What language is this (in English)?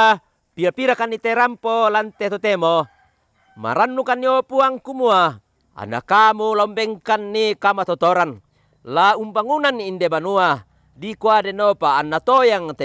Toraja-Sa'dan